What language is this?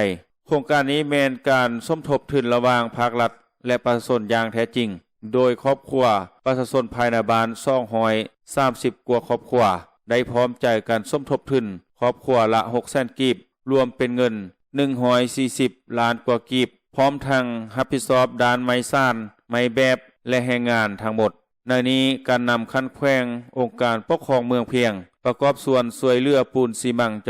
Lao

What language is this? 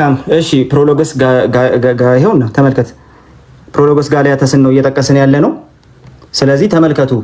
Amharic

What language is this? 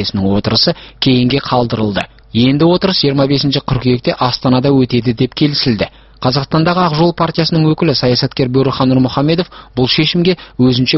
Kazakh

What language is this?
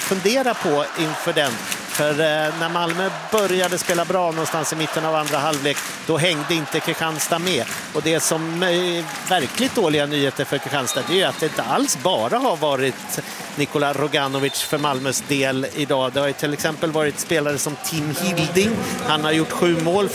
Swedish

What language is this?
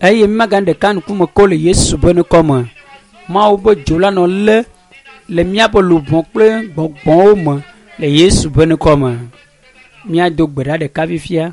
Ewe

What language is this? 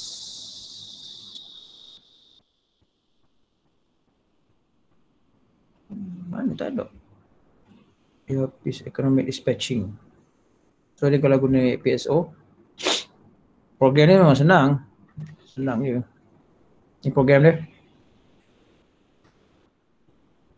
Malay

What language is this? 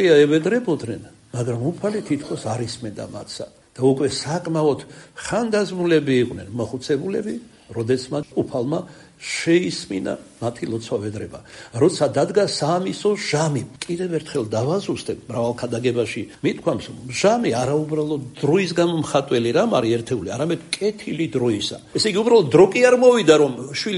Georgian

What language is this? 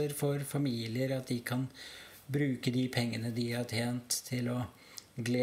Norwegian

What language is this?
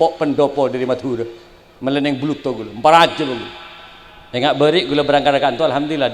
Madurese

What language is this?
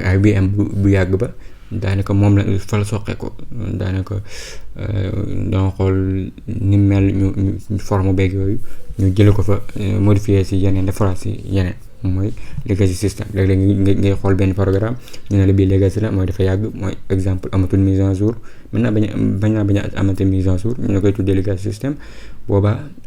Wolof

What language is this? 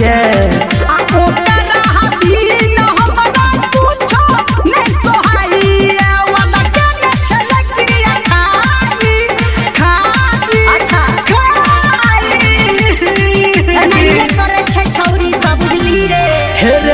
Bhojpuri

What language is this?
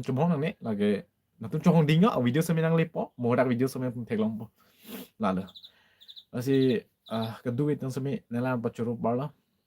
Karbi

